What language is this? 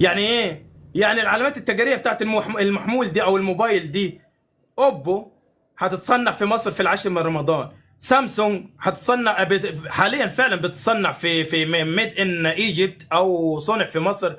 Egyptian Arabic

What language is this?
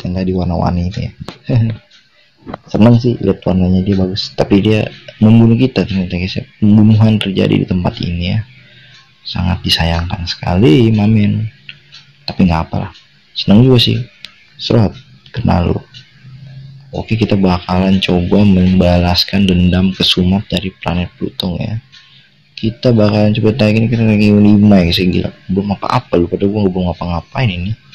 Indonesian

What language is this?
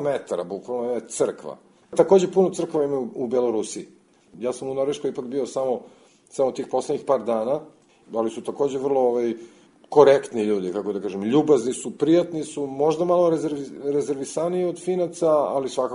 Serbian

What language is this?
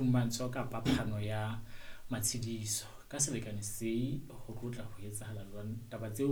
Southern Sotho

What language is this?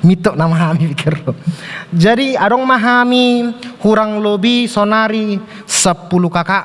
Batak Toba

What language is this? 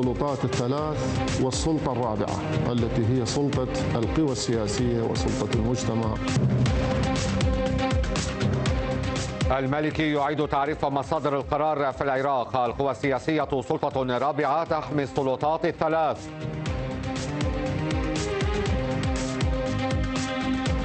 Arabic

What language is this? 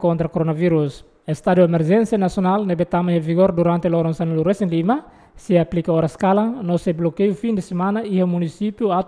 Tetum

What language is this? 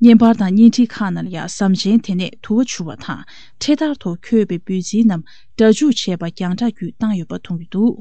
Tibetan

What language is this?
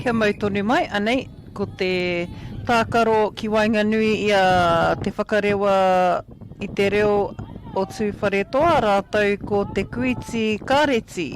Māori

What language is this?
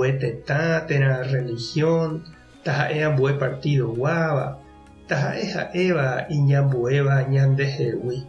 Guarani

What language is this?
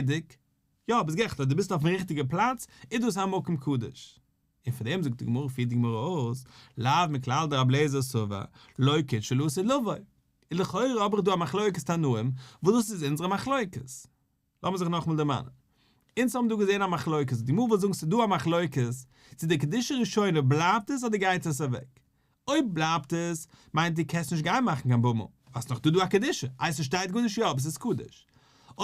Yiddish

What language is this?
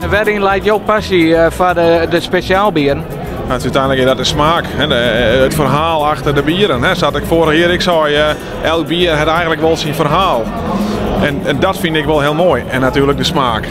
Western Frisian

